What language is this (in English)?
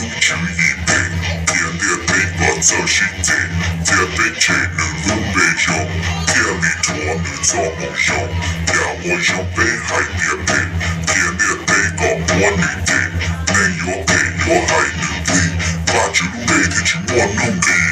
Hmong